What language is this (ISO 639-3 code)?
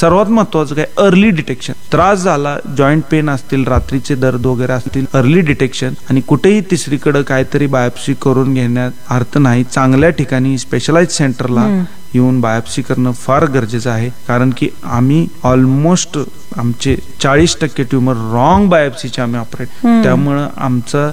mar